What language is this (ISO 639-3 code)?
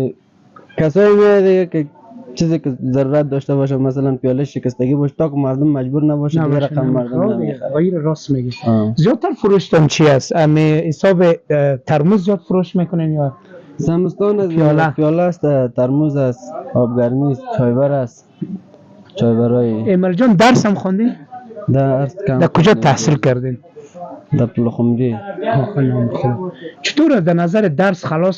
fas